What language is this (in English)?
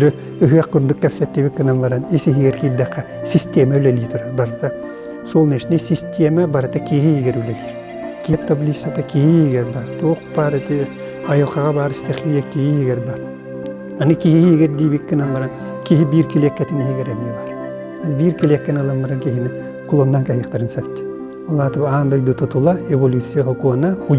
Yakut